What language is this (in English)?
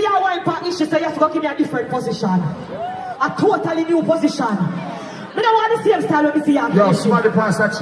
Jamaican Creole English